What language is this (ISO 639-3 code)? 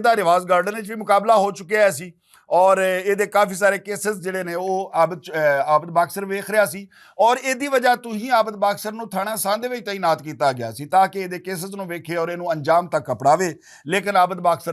lah